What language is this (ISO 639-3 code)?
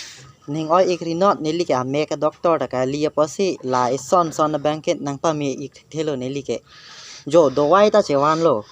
mjw